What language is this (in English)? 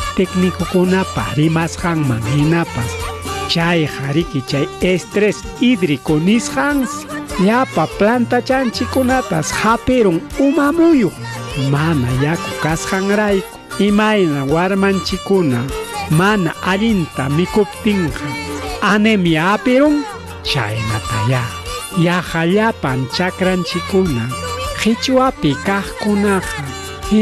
Ayacucho Quechua